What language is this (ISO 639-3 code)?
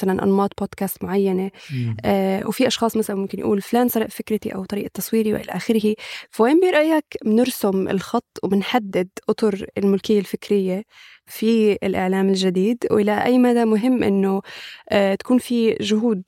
apc